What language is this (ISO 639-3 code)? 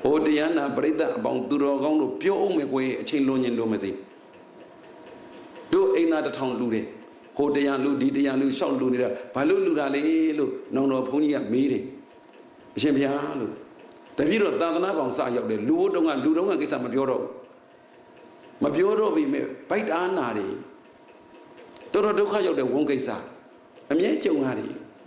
mya